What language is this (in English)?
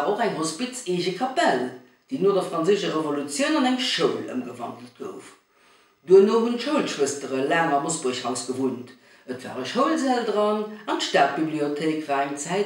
Luxembourgish